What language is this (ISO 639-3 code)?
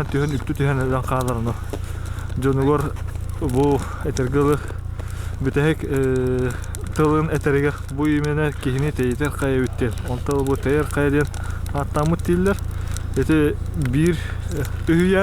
sah